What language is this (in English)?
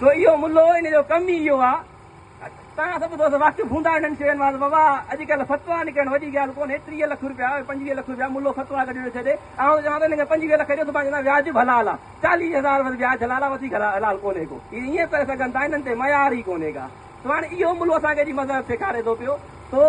Sindhi